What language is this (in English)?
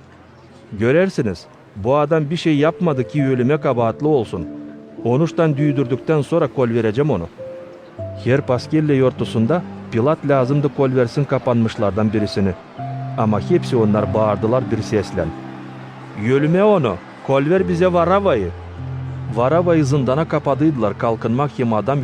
Gagauz